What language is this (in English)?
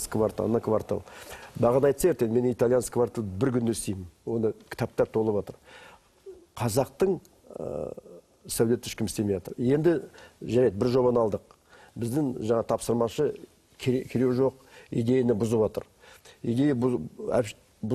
Kazakh